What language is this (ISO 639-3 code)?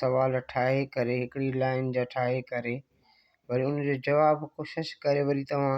snd